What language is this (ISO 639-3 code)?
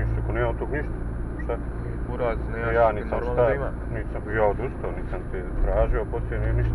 bos